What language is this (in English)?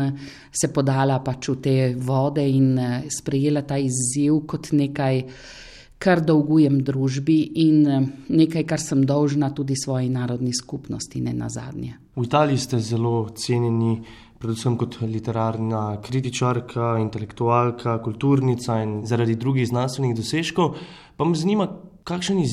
Slovenian